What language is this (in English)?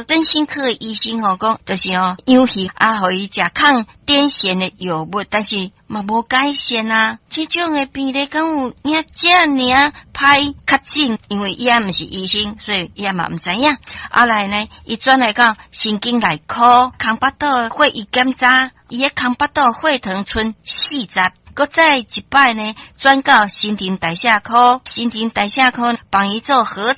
Min Nan Chinese